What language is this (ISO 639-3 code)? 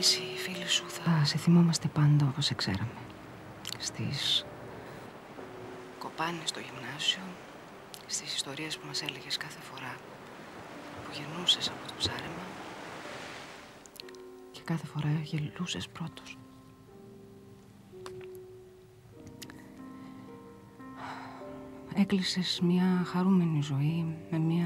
ell